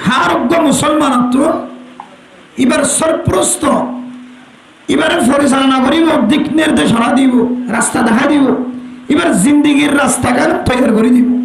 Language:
Rohingya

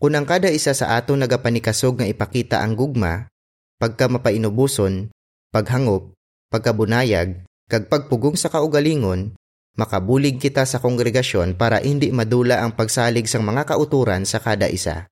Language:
Hiligaynon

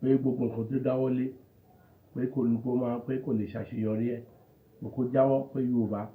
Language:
Yoruba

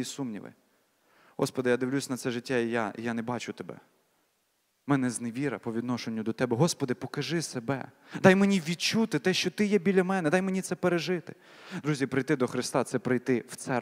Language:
Ukrainian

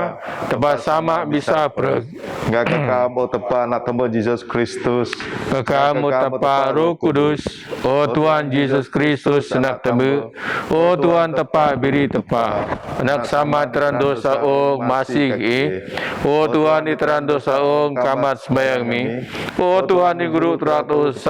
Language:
Biatah Bidayuh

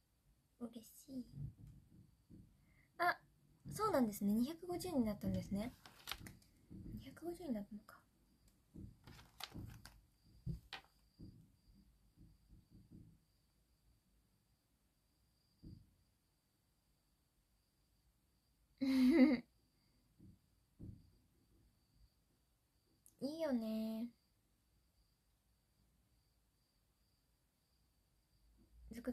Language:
Japanese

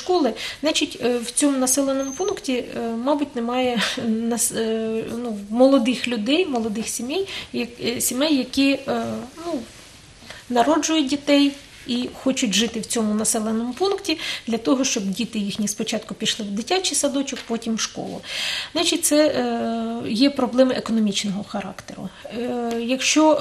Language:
Ukrainian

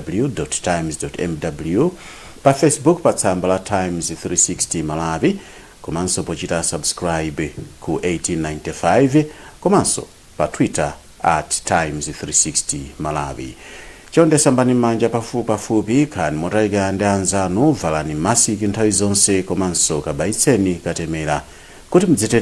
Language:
Nyanja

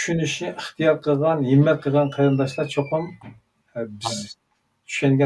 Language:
Uyghur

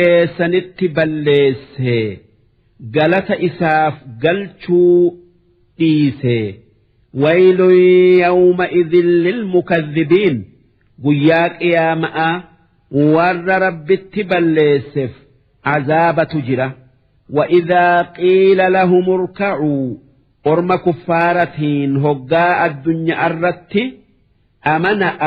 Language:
Oromo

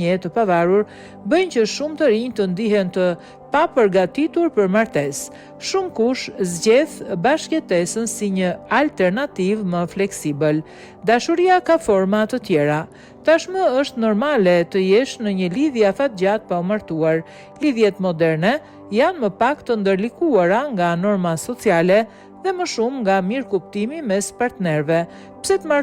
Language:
Albanian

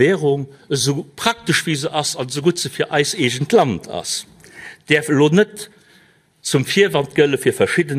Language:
Luxembourgish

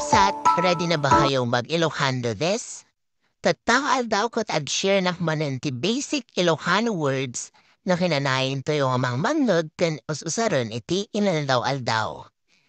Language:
Iloko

